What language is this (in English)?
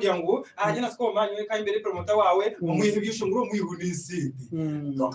Nyankole